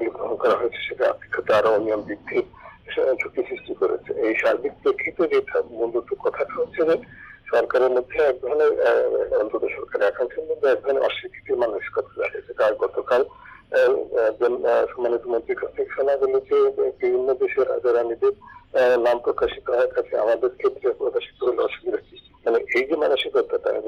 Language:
Bangla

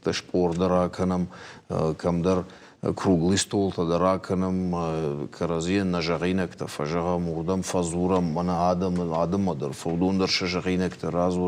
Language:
Ossetic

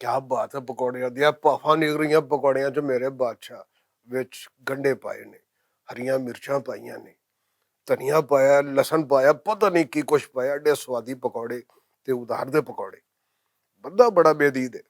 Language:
Western Panjabi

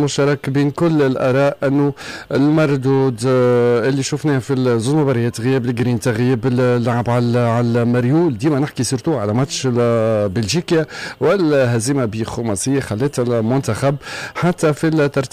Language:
Tunisian Arabic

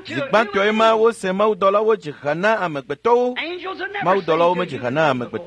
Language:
Ewe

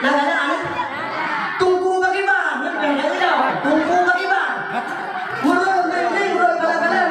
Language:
Achinese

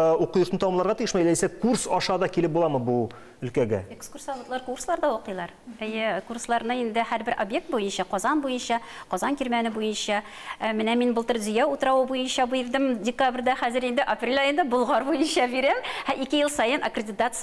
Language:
Tatar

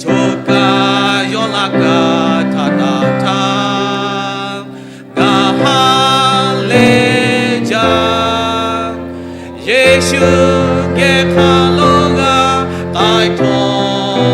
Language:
Lahu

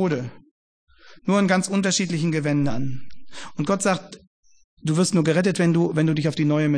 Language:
German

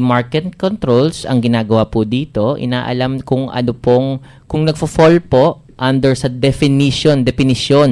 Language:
Filipino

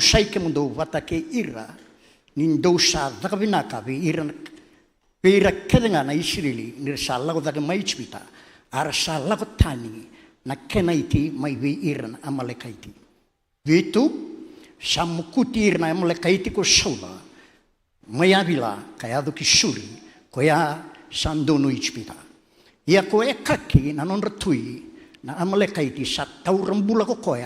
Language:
Fijian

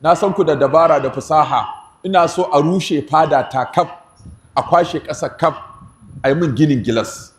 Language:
Hausa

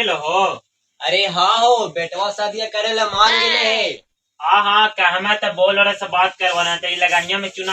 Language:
Magahi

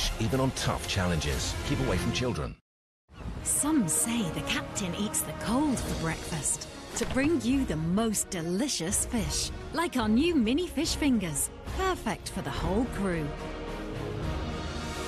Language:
English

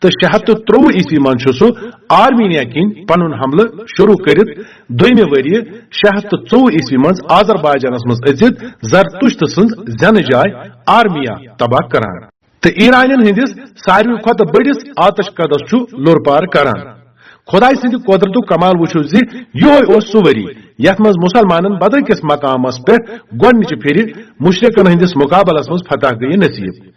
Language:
Kashmiri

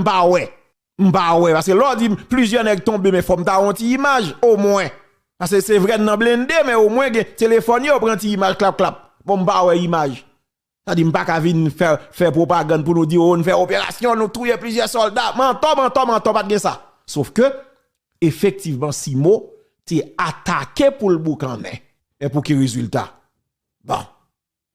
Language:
Haitian Creole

